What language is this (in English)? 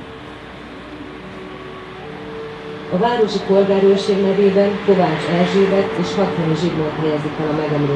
Hungarian